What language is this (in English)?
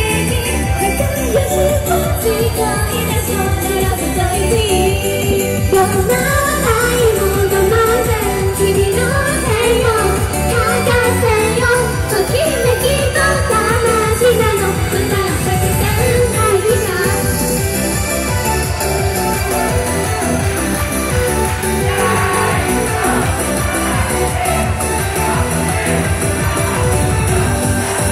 Japanese